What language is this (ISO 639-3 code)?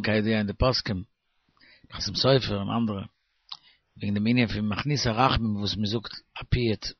yid